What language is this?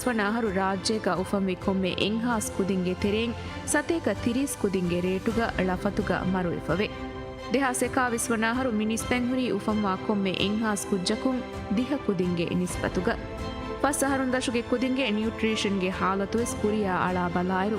Divehi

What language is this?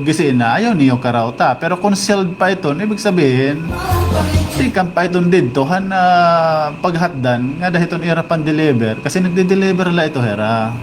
Waray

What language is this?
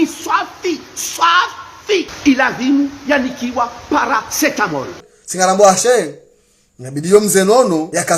Ngazidja Comorian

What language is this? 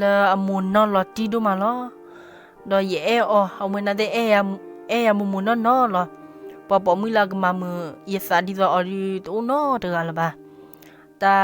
S'gaw Karen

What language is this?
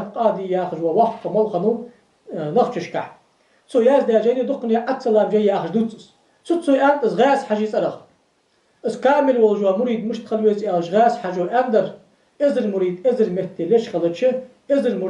Ingush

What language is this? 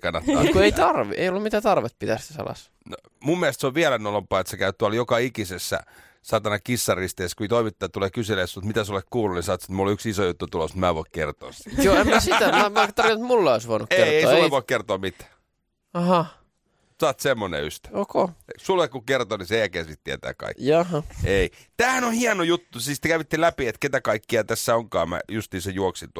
Finnish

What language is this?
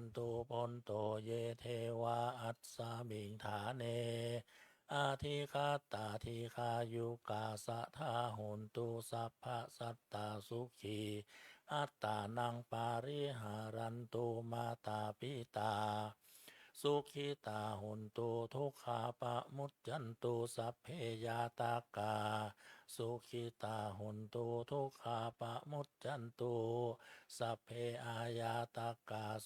Pali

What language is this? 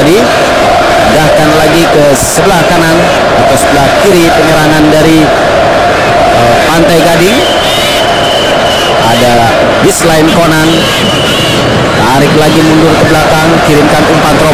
Indonesian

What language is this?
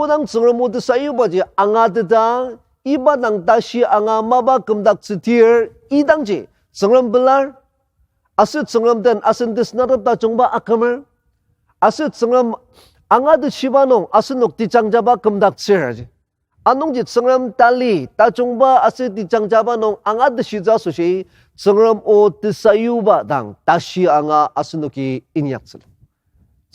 Ao Naga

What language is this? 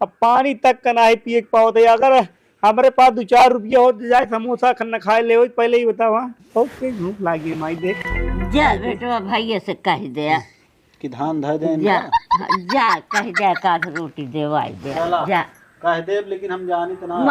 Awadhi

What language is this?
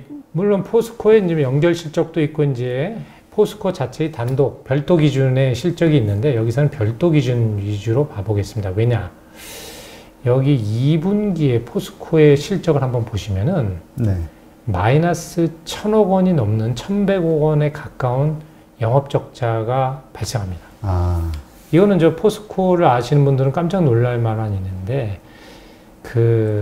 Korean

